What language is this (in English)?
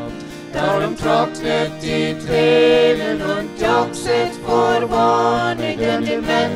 Plautdietsch